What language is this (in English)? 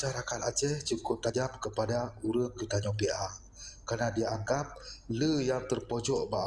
Achinese